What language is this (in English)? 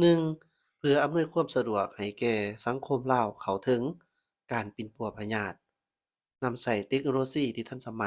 Lao